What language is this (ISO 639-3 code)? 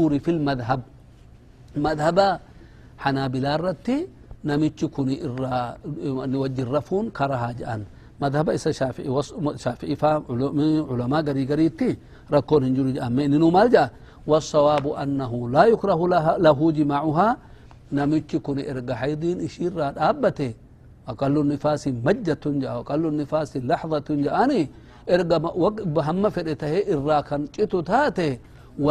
orm